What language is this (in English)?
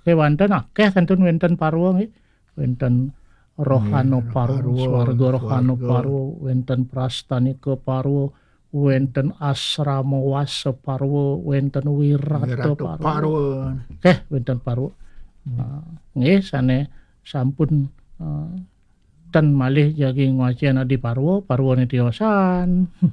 Balinese